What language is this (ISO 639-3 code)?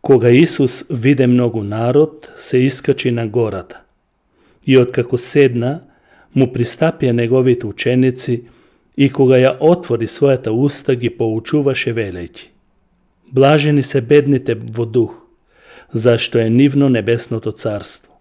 mkd